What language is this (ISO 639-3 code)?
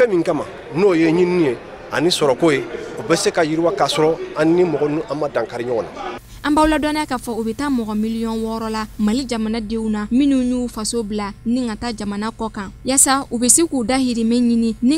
bam